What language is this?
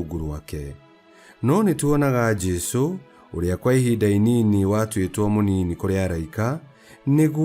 Kikuyu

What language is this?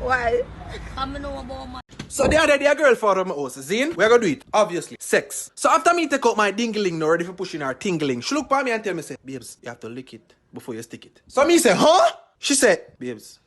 Jamaican Creole English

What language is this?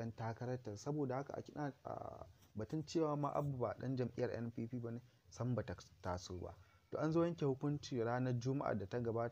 Hausa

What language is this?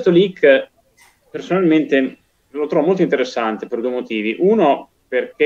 Italian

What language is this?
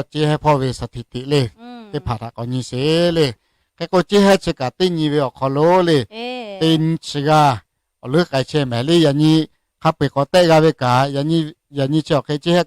Lahu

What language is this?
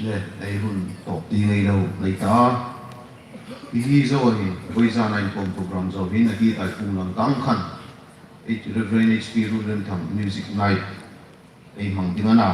Hmar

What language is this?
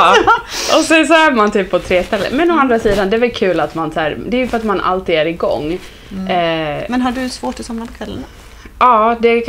Swedish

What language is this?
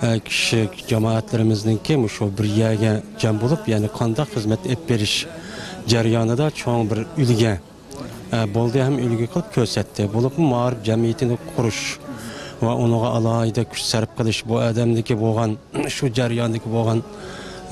Uyghur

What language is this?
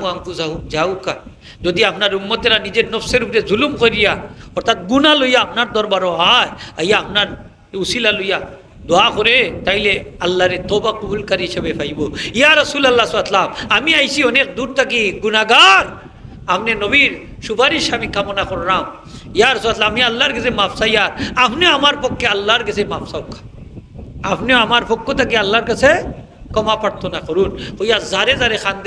Sylheti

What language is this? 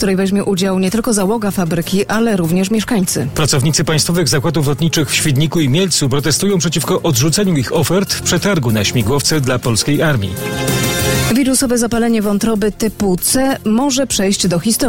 Polish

